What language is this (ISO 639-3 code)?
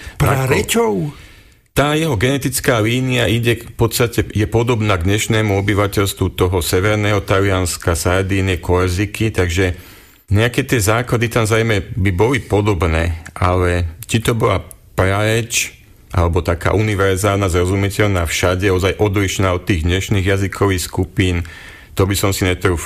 slk